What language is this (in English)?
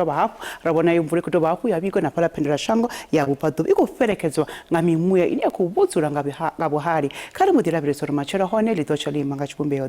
Venda